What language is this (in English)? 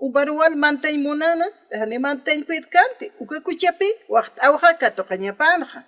Aymara